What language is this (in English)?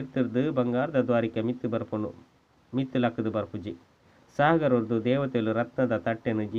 Tulu